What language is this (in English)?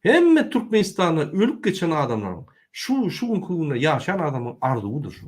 Turkmen